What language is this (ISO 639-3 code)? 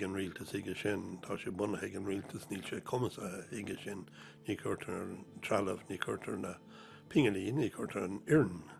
gle